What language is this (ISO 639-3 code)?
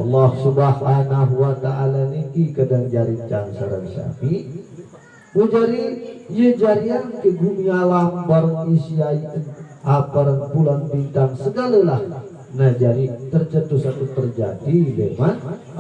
sas